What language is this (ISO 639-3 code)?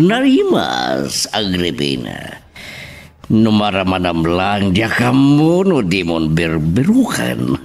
ilo